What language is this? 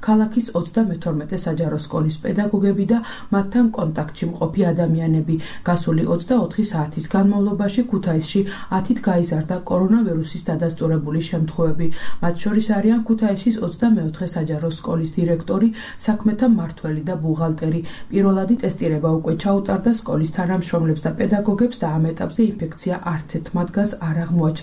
Georgian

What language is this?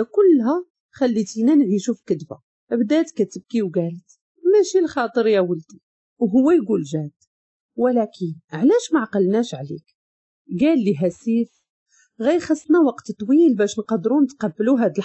Moroccan Arabic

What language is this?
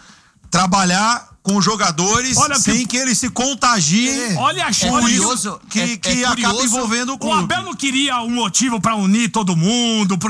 Portuguese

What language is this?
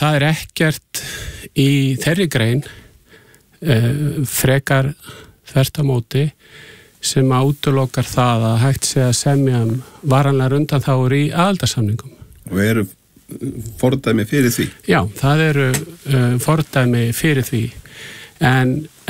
Icelandic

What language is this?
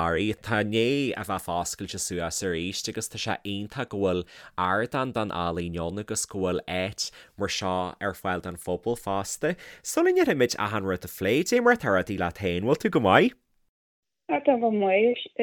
Irish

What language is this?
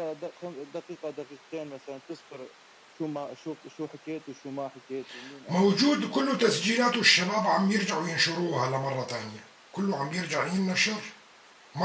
North Levantine Arabic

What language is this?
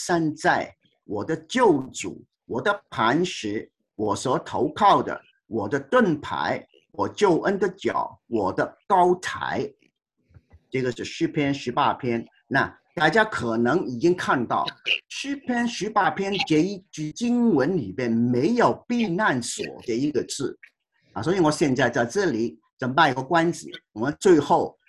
Chinese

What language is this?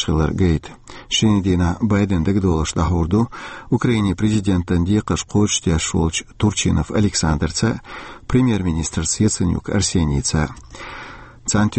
Chechen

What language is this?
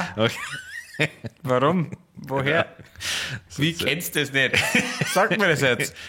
Bavarian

